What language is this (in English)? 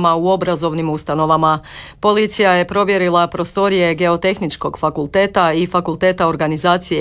Croatian